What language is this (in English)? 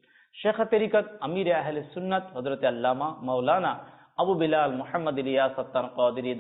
Bangla